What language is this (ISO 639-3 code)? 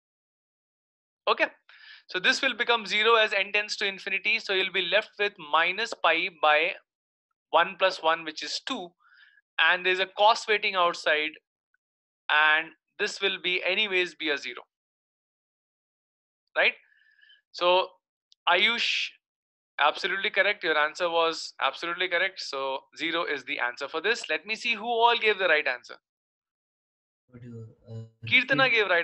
eng